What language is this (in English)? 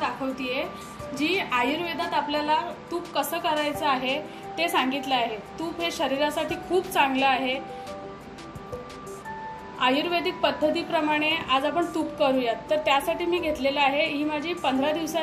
Marathi